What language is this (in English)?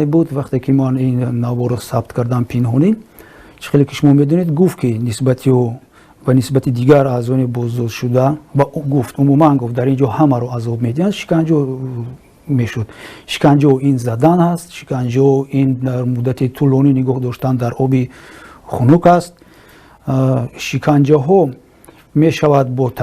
Tajik